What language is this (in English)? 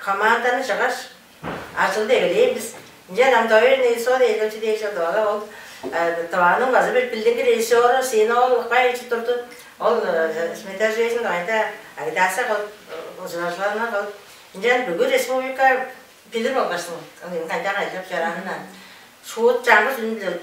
Tuvinian